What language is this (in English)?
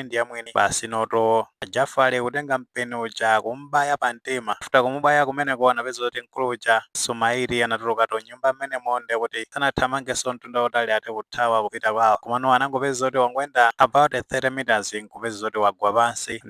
Nyanja